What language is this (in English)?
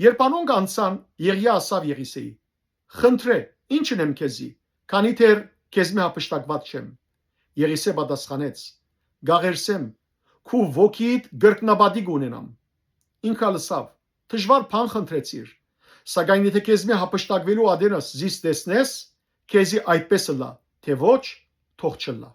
Western Armenian